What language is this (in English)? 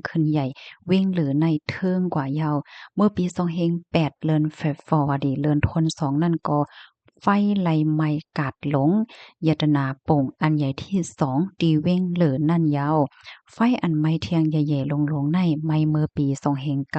Shan